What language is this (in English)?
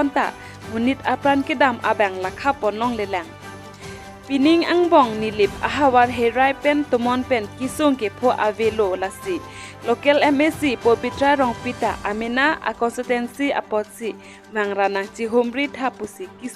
Karbi